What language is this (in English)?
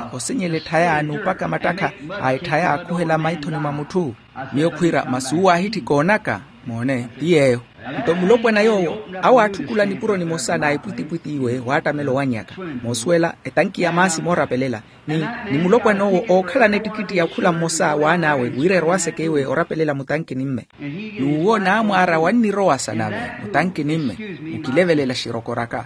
Makhuwa